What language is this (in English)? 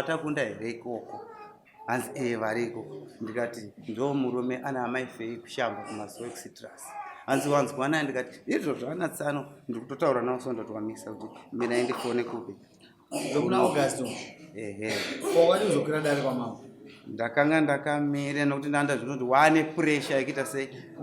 Shona